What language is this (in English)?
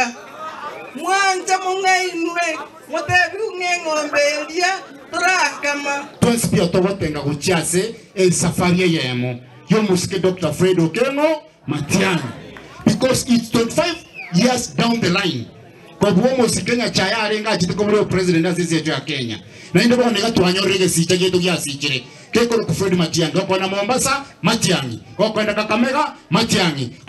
Gusii